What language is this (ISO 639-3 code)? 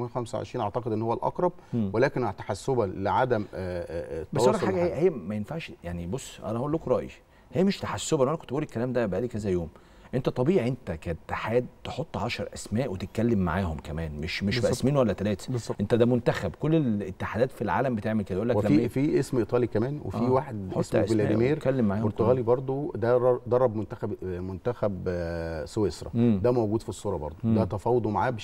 arz